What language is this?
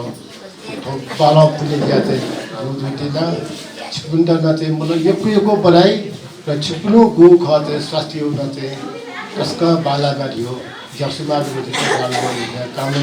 Newari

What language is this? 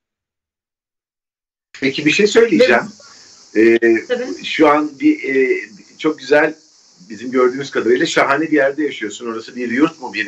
Turkish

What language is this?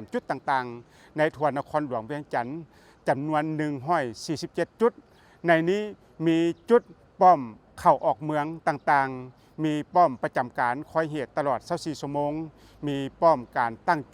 Lao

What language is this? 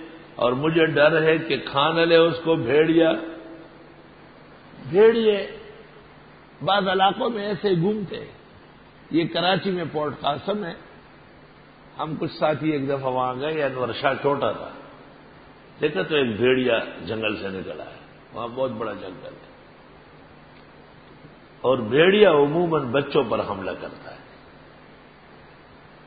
Urdu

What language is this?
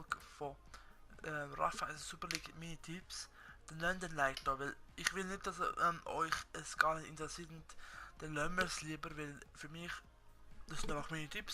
Swiss German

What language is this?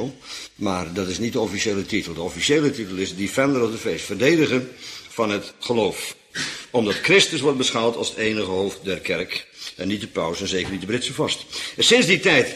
Dutch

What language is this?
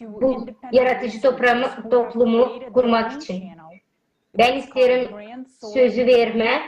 Gagauz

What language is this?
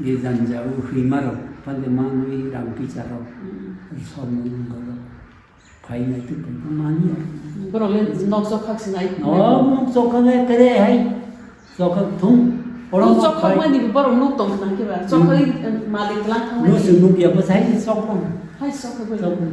Kok Borok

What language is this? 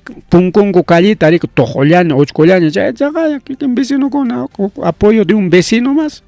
Ayacucho Quechua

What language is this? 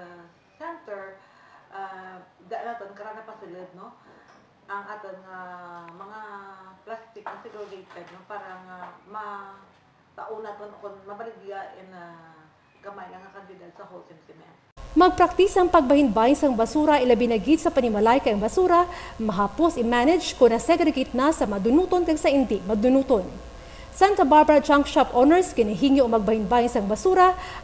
Hiligaynon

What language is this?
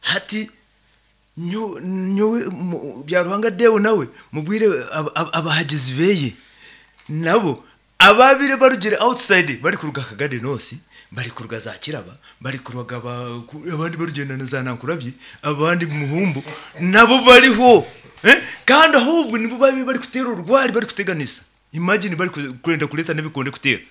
Nyankole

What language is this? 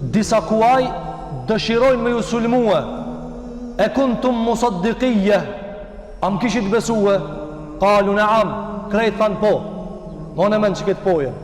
Albanian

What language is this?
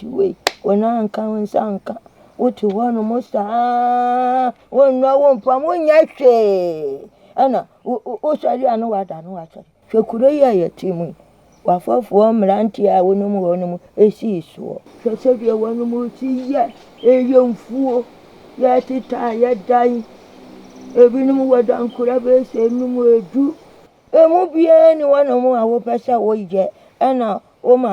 Akan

